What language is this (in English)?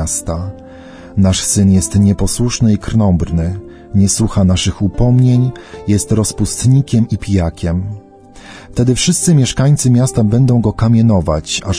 Polish